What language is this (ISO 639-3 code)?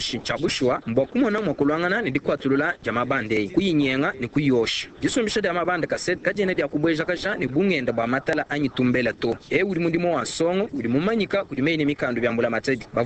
lua